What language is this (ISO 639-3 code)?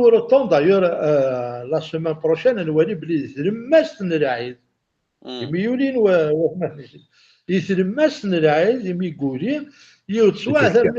kab